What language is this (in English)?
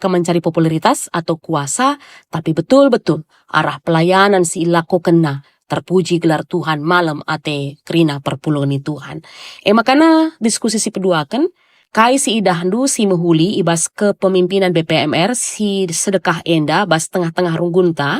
Batak Karo